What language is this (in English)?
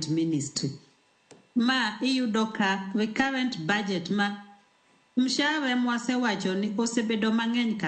Luo (Kenya and Tanzania)